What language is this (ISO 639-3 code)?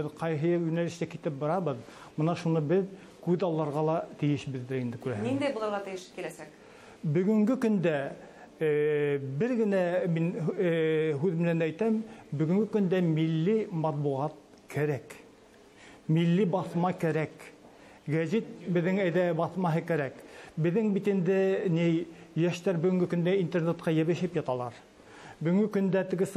bak